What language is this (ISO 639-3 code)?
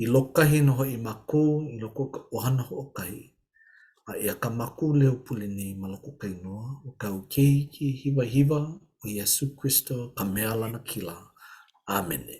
haw